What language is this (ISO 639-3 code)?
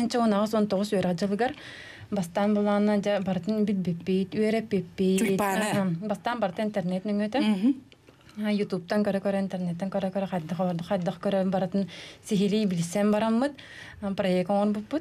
sah